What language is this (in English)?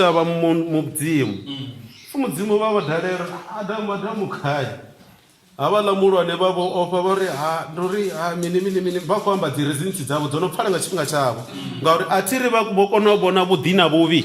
Venda